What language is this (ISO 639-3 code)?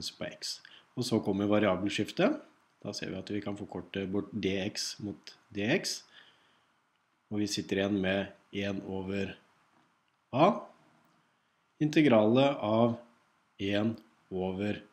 nor